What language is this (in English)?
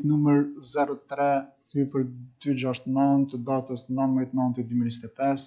Albanian